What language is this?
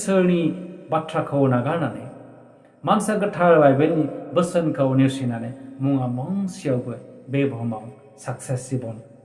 Bodo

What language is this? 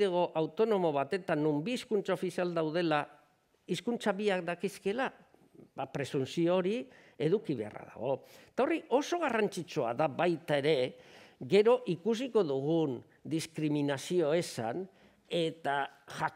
Basque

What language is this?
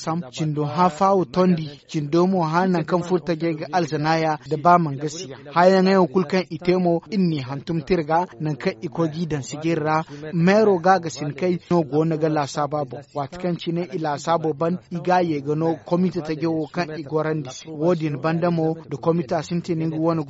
Zarma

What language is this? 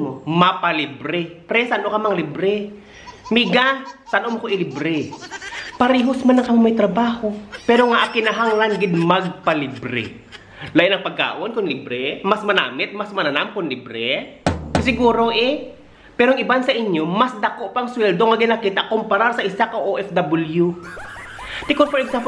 Hiligaynon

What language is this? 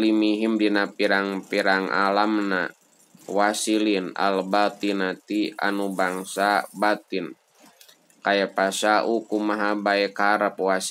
Sundanese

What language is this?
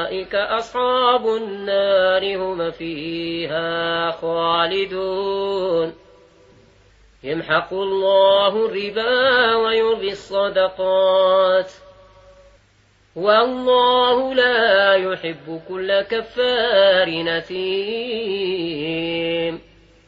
Arabic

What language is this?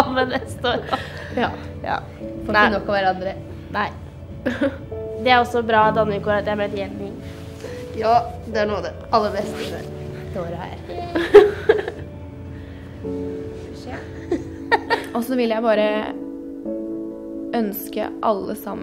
Norwegian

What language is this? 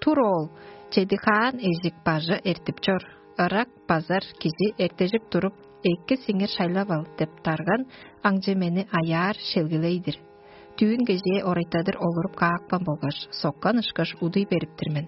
Tuvinian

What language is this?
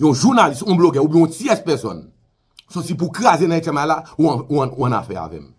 Haitian Creole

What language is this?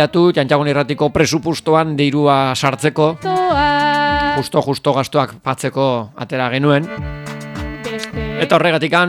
Basque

